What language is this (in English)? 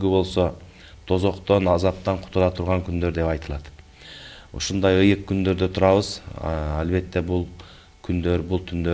Kyrgyz